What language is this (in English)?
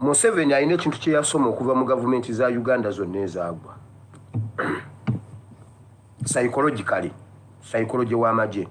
Ganda